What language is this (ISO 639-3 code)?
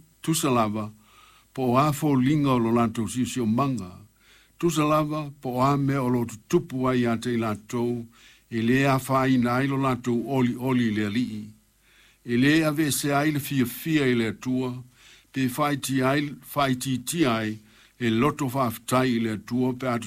smo